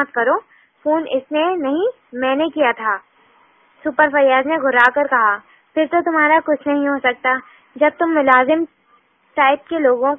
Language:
Urdu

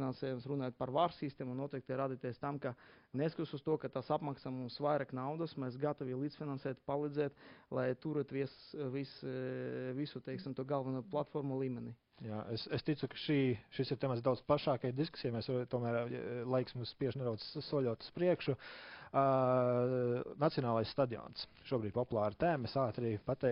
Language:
Latvian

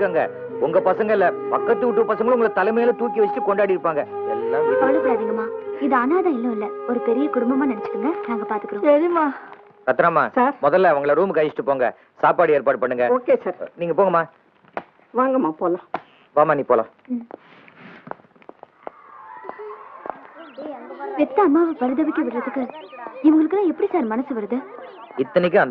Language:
Tamil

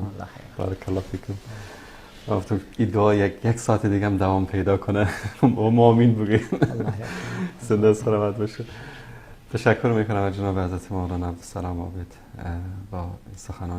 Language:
Persian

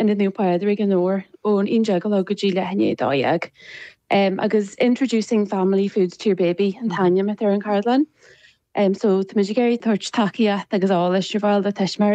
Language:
Irish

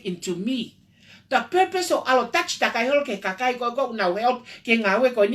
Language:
Tongan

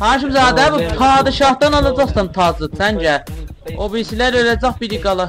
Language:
South Azerbaijani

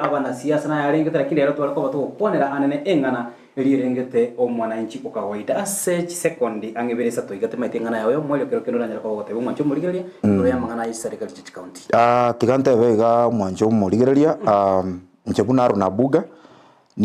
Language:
Gusii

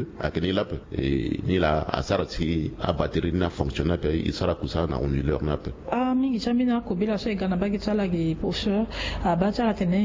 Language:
Sango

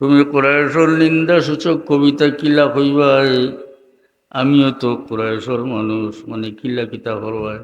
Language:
Sylheti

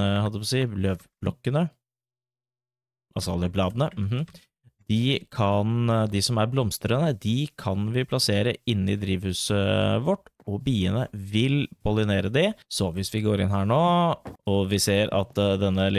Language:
Norwegian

